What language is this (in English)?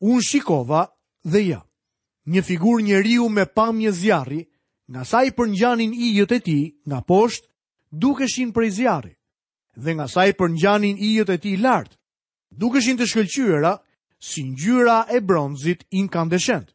Albanian